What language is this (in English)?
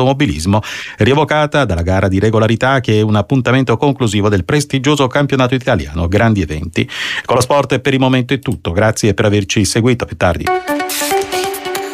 Italian